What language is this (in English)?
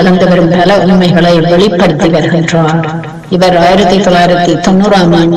Tamil